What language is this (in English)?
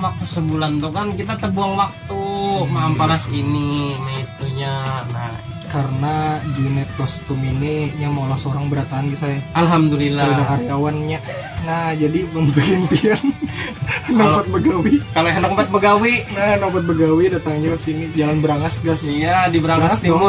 Banjar